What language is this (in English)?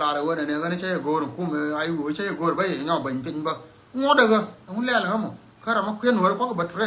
Nuer